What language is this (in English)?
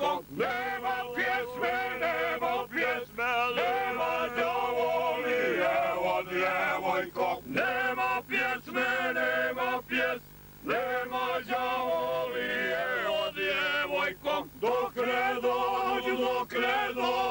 Croatian